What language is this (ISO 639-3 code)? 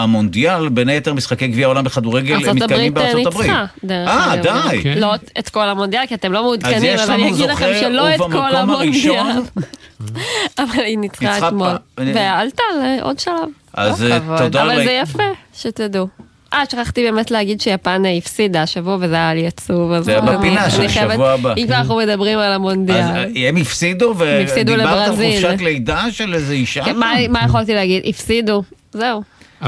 heb